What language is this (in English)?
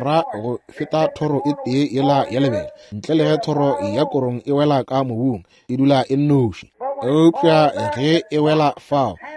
Northern Sotho